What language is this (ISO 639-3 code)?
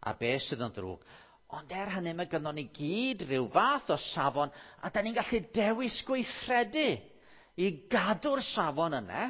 cym